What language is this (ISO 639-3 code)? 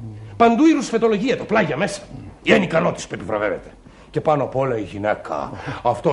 ell